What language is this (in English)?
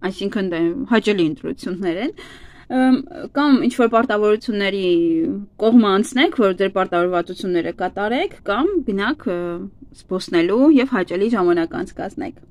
Armenian